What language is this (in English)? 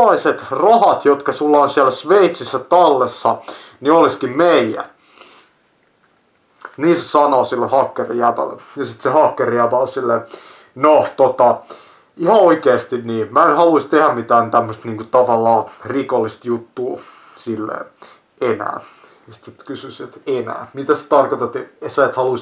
Finnish